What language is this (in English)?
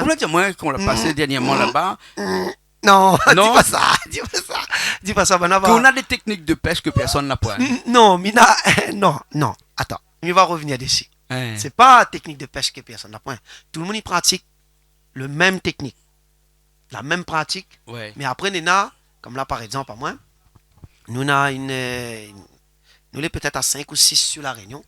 Réunion Creole French